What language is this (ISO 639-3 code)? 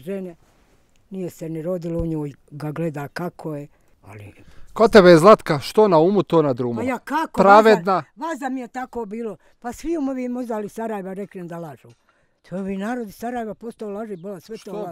bos